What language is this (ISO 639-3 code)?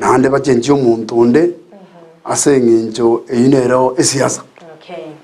guz